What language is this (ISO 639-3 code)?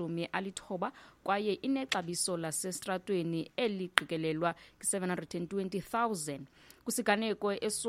xho